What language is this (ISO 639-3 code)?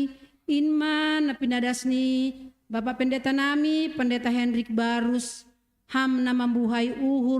bts